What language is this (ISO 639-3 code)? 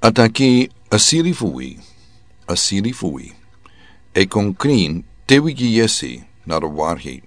srn